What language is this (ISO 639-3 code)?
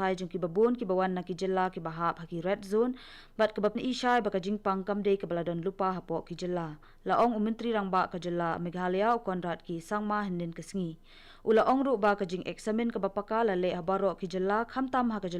kha